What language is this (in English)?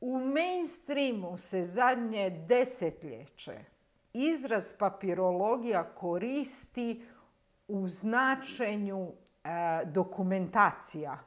Croatian